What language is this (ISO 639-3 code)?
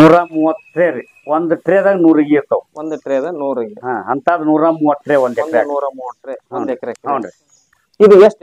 kan